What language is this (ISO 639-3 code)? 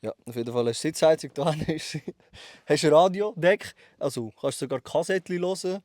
gsw